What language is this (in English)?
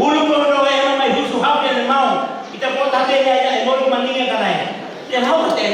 Tetum